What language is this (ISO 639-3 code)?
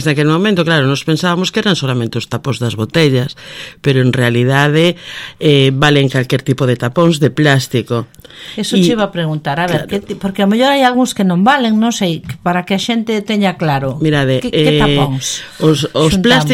glg